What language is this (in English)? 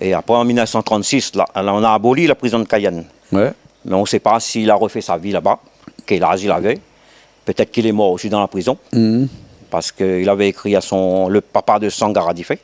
Réunion Creole French